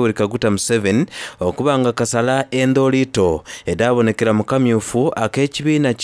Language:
Soga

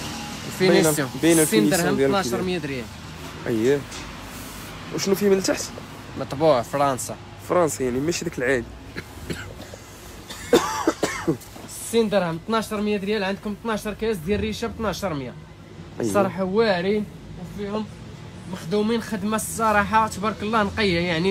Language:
Moroccan Arabic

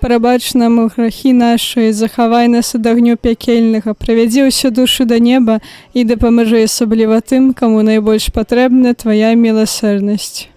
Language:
Belarusian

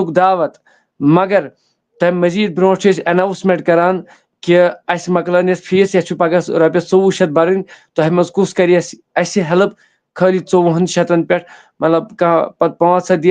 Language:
Kashmiri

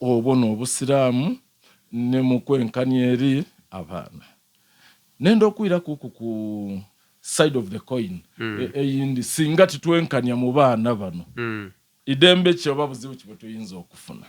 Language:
Soga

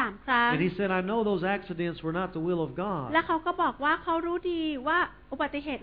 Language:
Thai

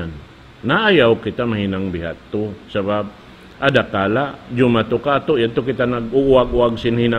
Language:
Tausug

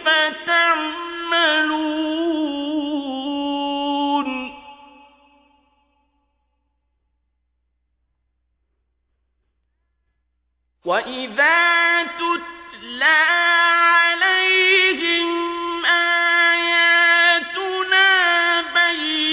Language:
Arabic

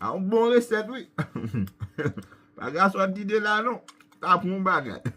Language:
Haitian Creole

